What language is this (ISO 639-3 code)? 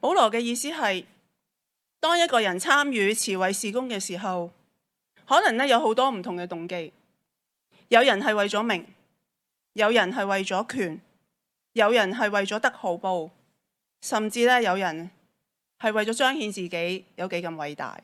yue